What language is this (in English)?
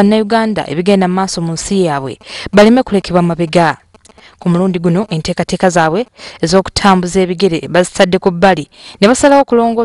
Ganda